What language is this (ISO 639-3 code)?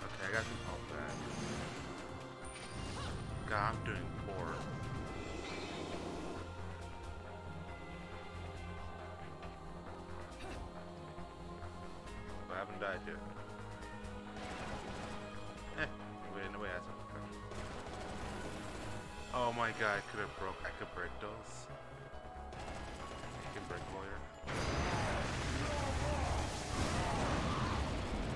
eng